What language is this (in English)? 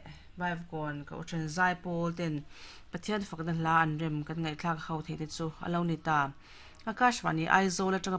Mizo